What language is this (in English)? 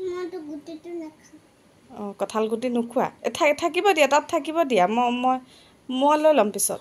Assamese